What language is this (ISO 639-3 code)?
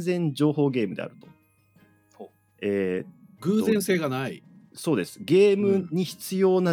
jpn